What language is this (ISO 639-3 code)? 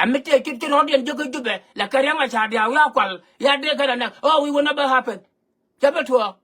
nus